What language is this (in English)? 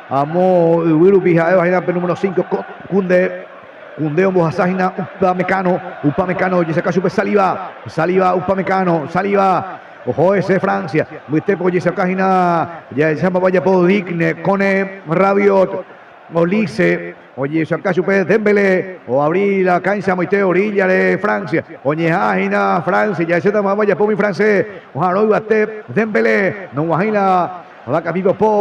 Guarani